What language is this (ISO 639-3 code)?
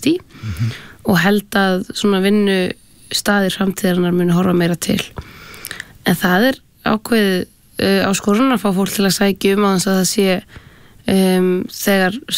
isl